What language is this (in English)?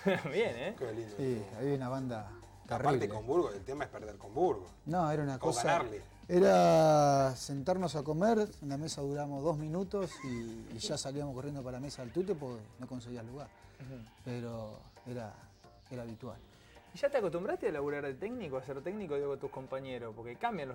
Spanish